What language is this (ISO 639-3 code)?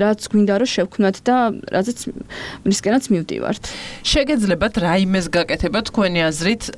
kat